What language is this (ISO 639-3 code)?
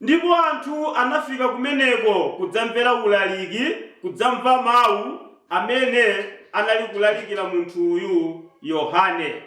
nya